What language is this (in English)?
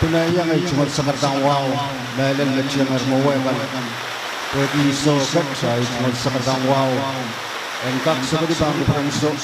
Pohnpeian